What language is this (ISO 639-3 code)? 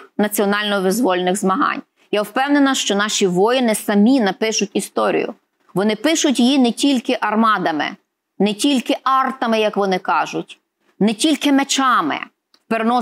ukr